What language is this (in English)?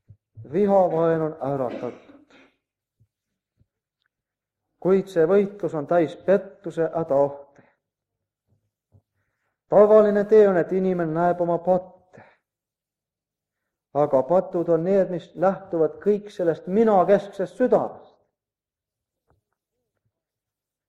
Estonian